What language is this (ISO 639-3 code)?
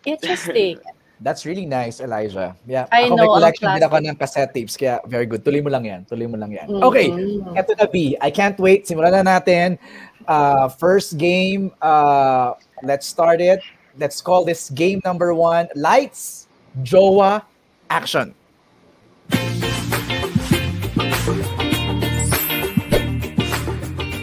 fil